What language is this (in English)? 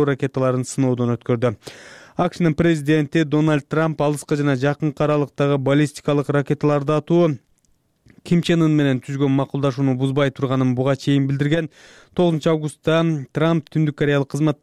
Kyrgyz